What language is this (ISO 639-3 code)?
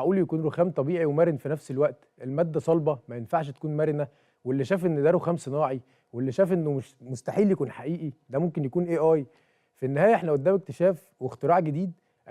arz